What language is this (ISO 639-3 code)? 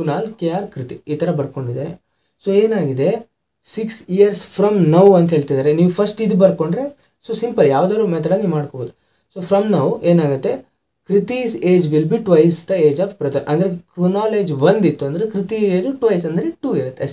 kan